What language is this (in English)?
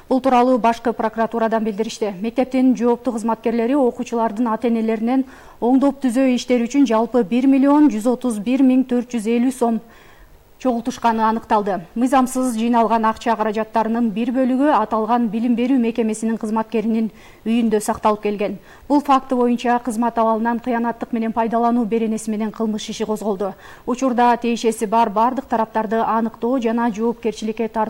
Kyrgyz